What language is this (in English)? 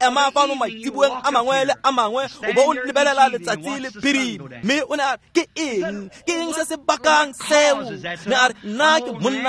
Tswana